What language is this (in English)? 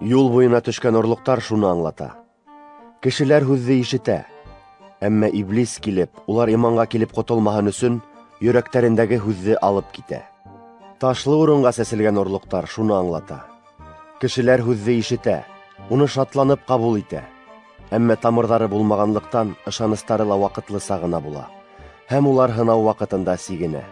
Bashkir